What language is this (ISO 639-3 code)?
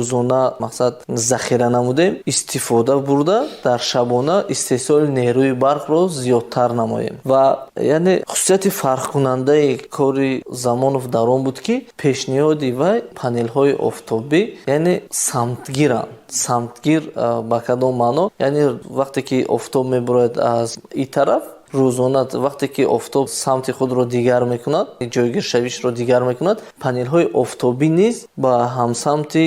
tgk